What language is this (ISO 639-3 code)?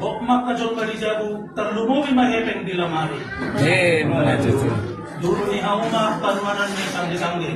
bbc